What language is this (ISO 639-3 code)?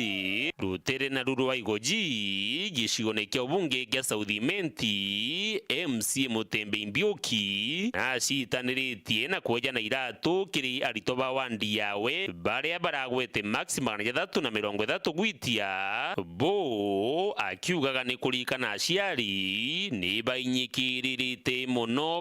mer